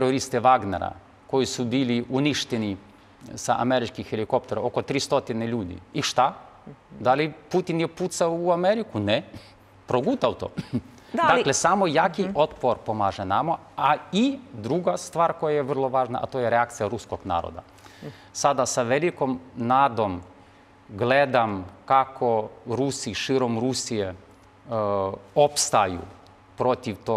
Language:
Serbian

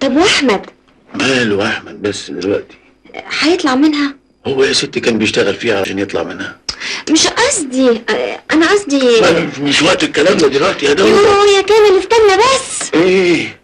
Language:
Egyptian Arabic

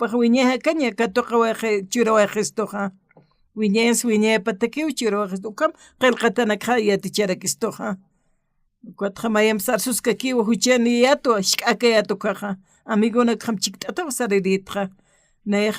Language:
Aymara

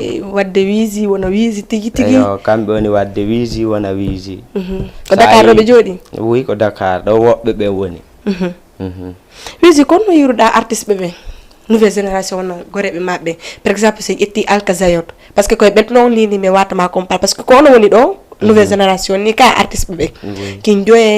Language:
Fula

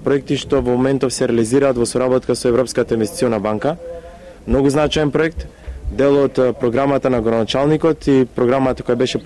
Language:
Macedonian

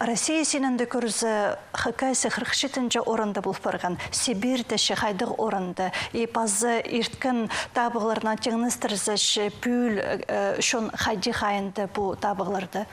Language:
Khakas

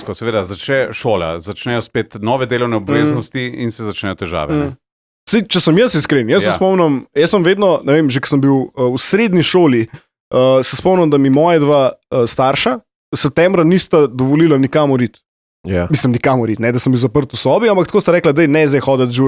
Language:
Slovenian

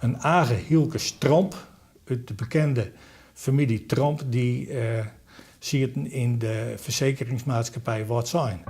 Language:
Western Frisian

